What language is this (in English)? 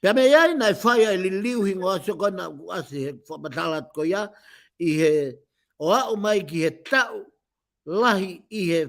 Tongan